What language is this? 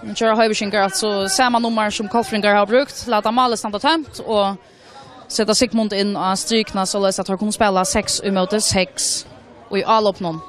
Faroese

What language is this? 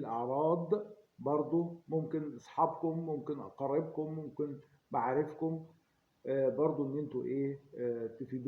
Egyptian Arabic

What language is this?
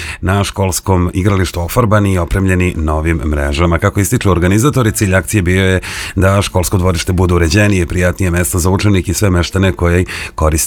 Serbian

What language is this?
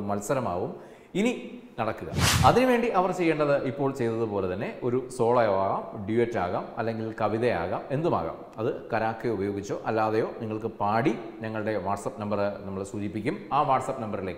Malayalam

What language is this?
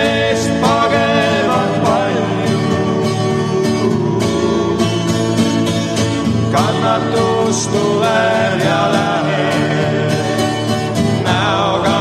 Estonian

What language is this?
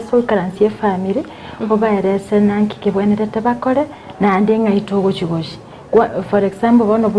Gusii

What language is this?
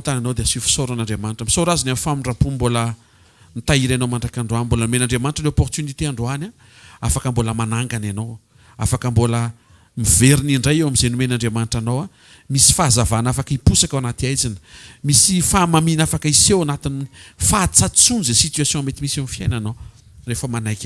Malagasy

